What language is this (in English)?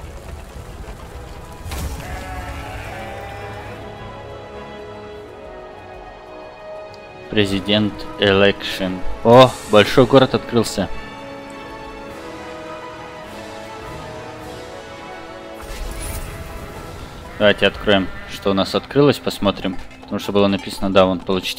Russian